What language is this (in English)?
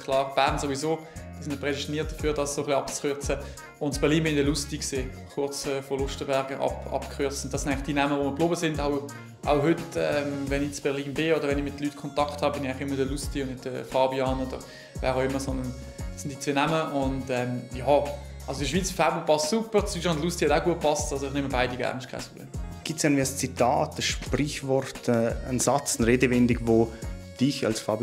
Swiss German